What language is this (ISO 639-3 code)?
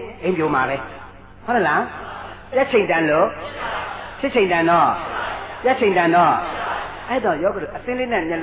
mya